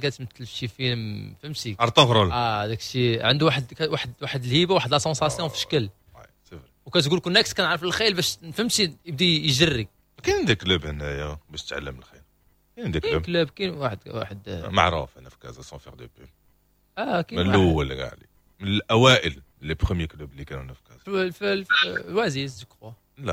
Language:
Moroccan Arabic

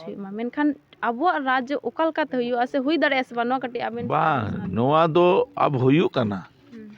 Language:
Santali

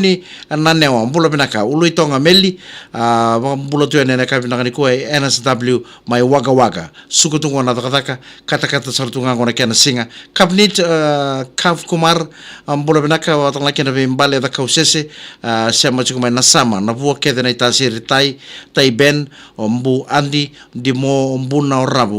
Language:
Fijian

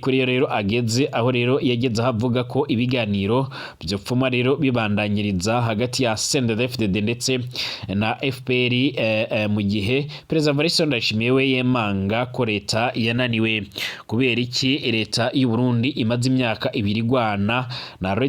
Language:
Rundi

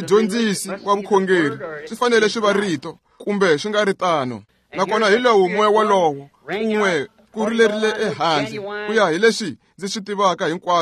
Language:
Tsonga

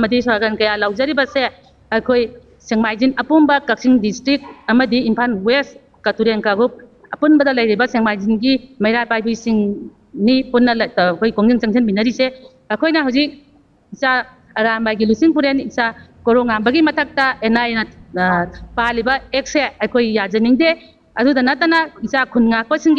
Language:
Manipuri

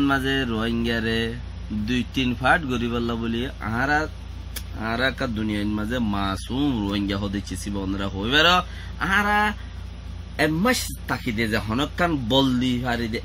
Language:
Rohingya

